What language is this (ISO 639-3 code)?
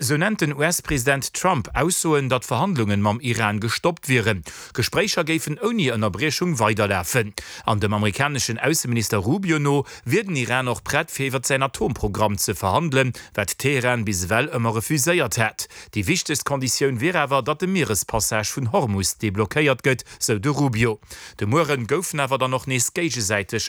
ltz